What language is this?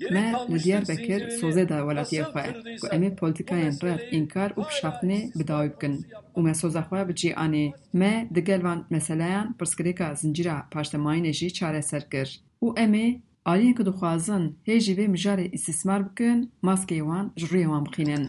Kurdish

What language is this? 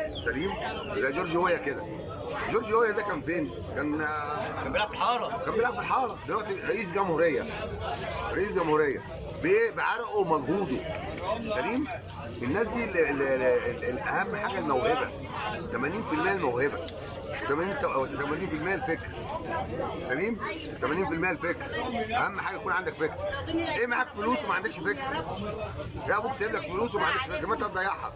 Egyptian Arabic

